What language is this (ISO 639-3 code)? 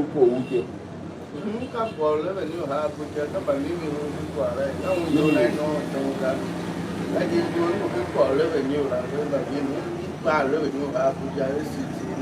tiv